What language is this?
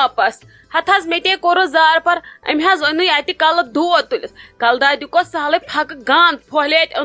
Kashmiri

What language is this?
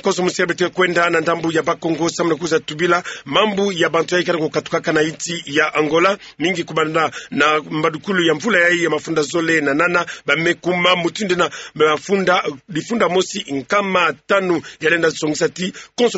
Kituba (Democratic Republic of Congo)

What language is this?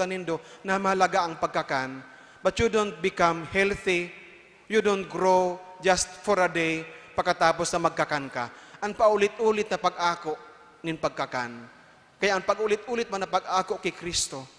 Bikol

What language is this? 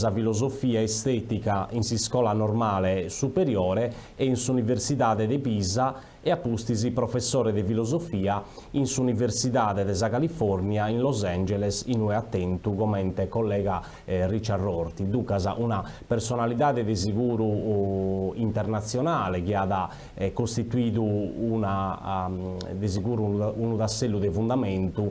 Sardinian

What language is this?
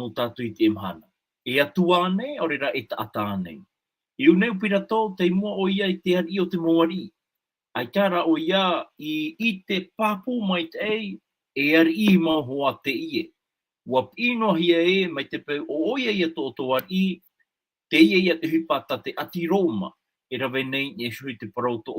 Tahitian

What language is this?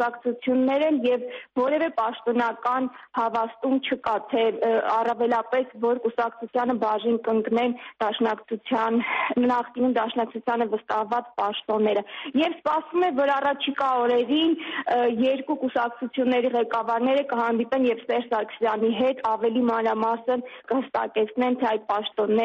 Armenian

